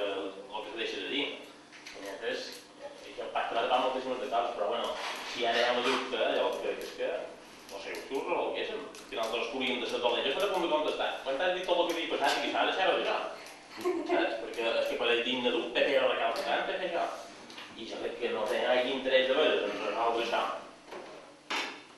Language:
Catalan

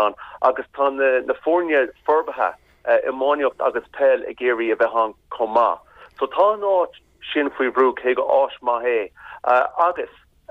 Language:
Irish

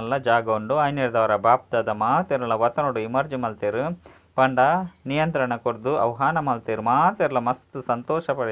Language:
Tulu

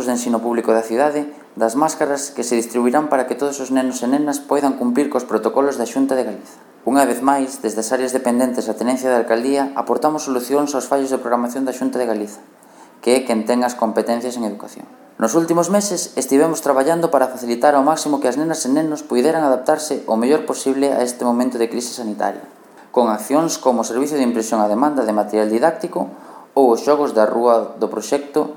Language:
Galician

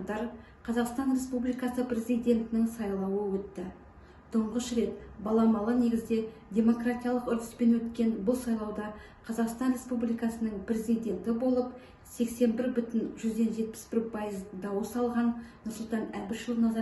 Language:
Kazakh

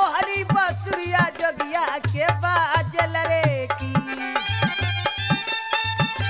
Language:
Bhojpuri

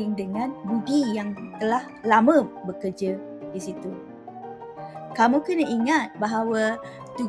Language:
Malay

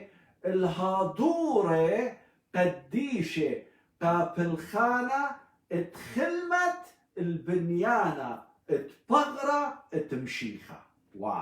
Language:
Assyrian Neo-Aramaic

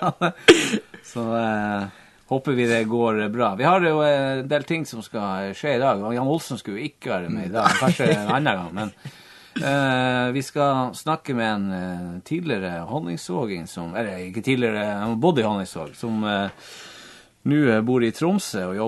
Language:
Norwegian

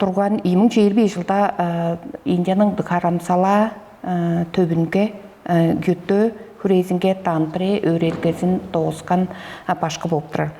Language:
Tuvinian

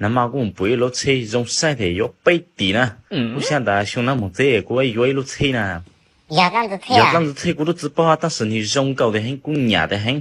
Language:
Hmong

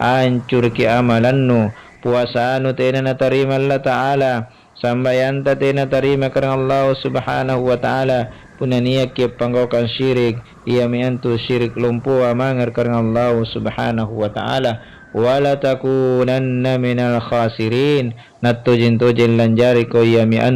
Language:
Makasar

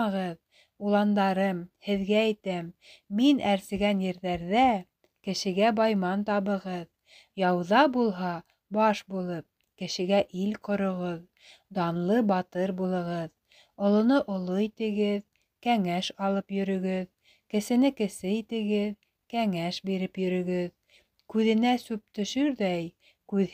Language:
Bashkir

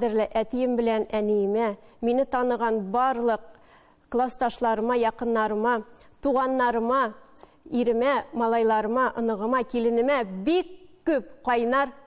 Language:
Tatar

